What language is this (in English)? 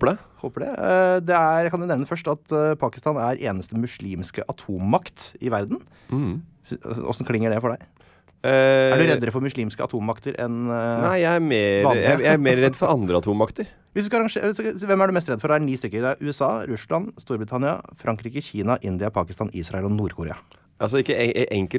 Norwegian